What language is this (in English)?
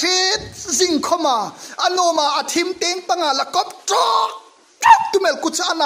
Hmar